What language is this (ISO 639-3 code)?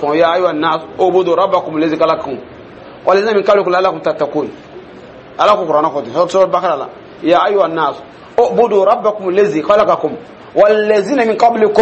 dyu